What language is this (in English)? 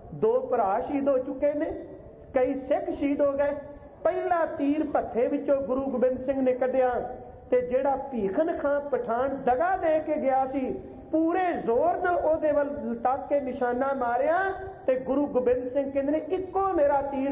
Punjabi